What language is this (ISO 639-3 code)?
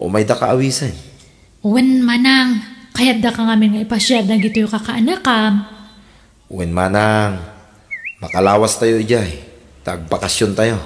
ilo